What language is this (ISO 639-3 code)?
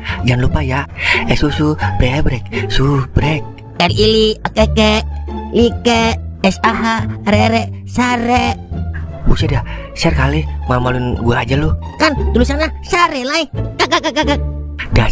bew